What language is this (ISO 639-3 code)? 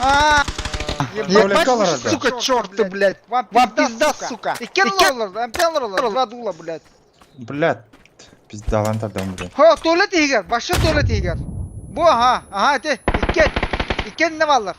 sah